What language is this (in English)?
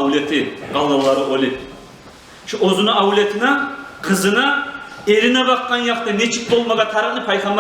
Kumyk